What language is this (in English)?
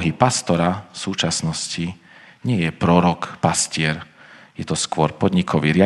Slovak